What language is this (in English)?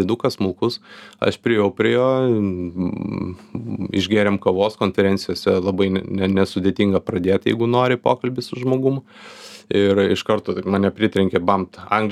Lithuanian